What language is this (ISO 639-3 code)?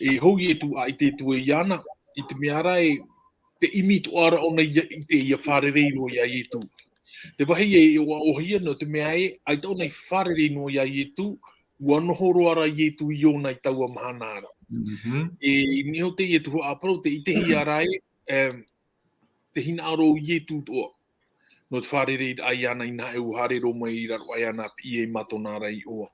tah